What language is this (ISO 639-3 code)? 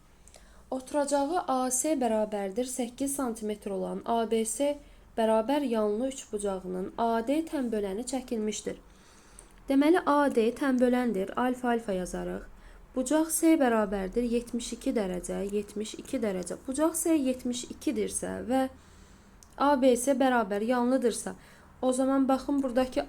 aze